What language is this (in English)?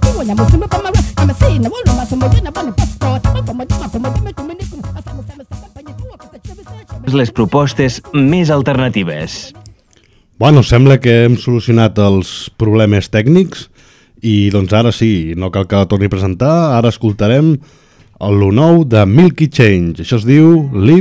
Catalan